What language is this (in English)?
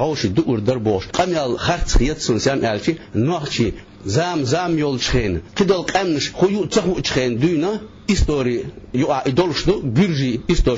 Chechen